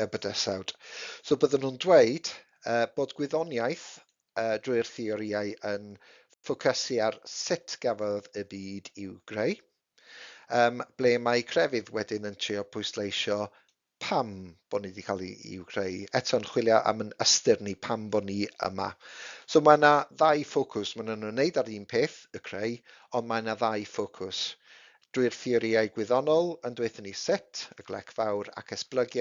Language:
Welsh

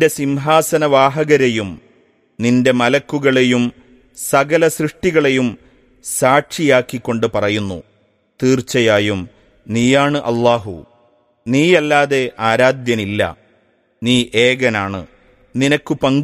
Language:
Malayalam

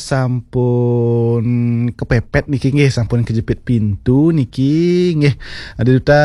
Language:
Balinese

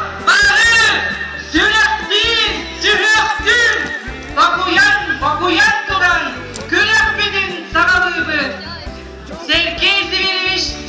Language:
Yakut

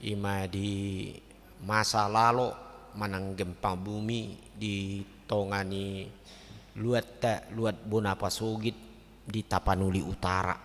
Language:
Batak Toba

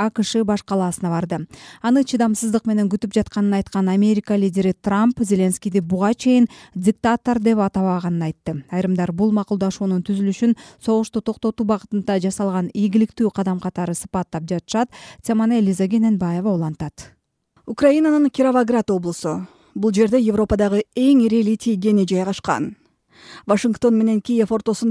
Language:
Kyrgyz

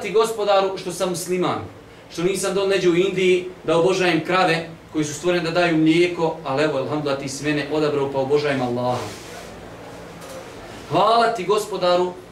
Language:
Bosnian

